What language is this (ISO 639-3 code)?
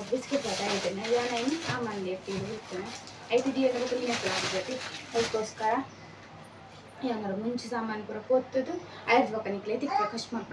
tcy